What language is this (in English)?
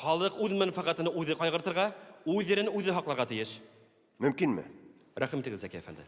Bashkir